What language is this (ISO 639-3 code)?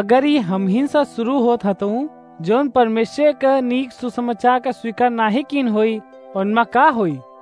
awa